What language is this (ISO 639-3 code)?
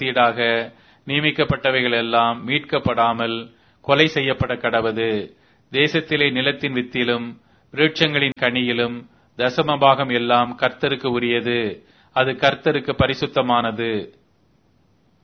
tam